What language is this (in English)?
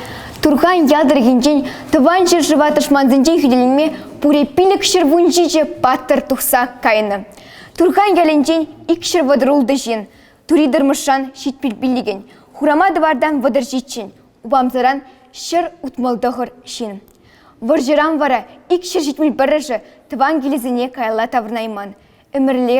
Chuvash